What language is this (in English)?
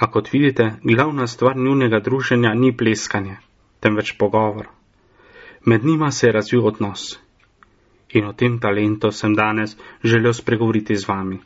Slovenian